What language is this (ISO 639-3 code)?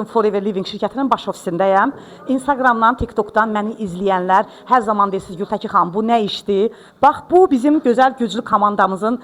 aze